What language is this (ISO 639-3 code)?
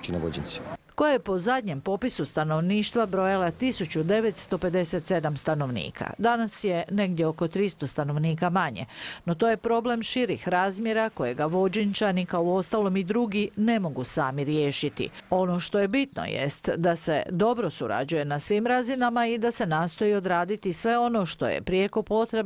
hrv